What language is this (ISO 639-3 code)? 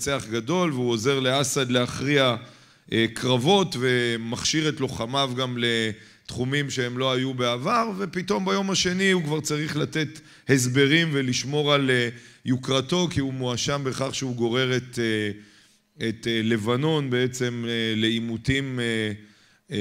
heb